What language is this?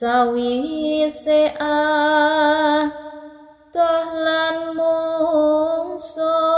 Javanese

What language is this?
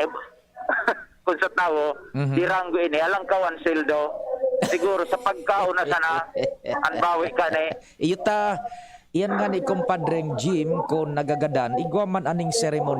Bikol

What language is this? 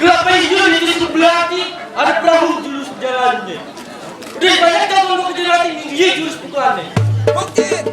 Betawi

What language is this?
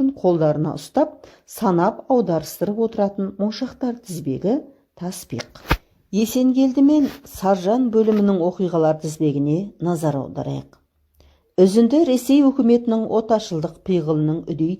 Kazakh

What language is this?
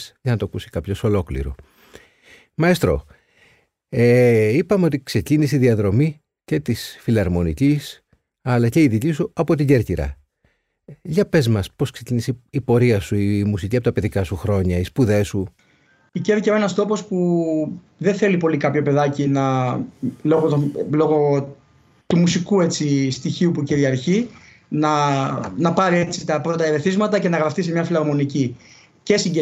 Greek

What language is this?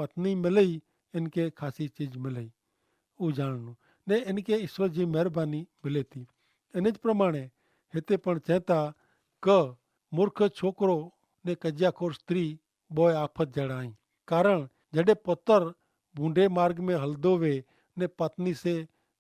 Kachhi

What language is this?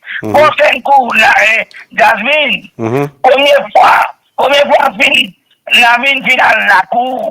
Morisyen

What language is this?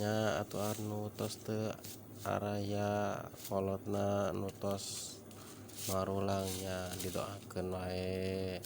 Sundanese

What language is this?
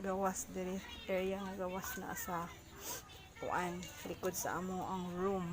Cebuano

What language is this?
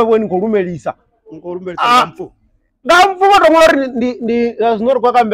Venda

